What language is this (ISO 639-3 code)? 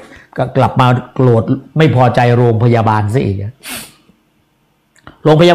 tha